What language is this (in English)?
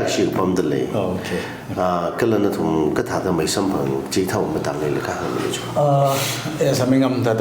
Tangkhul Naga (India)